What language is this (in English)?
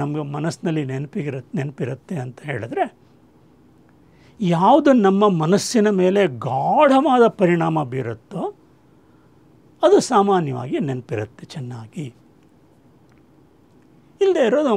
Kannada